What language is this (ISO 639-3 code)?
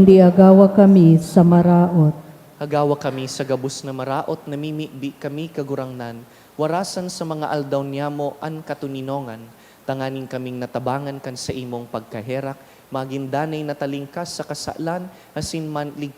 bik